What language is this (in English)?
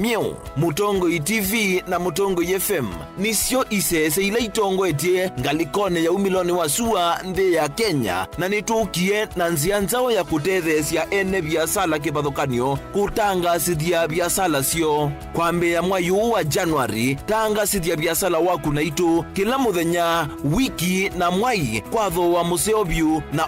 Kamba